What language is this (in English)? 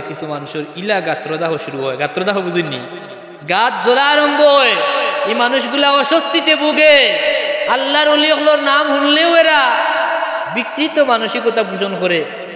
Sylheti